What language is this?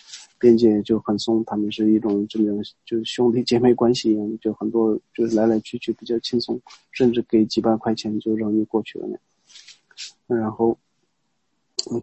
Chinese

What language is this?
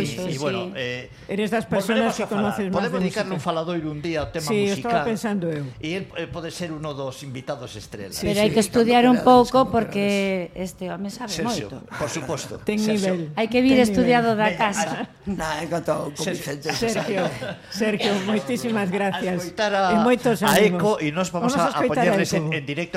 Galician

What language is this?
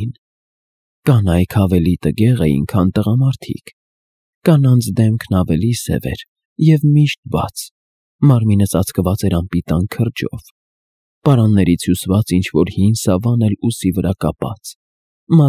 Armenian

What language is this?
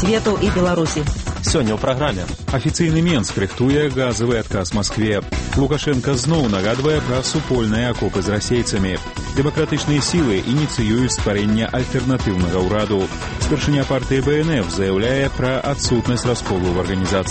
Belarusian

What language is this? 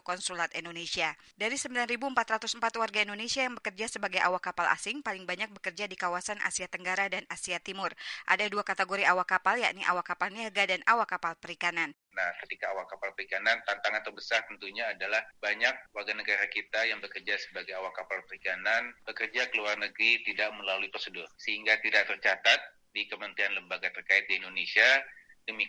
Indonesian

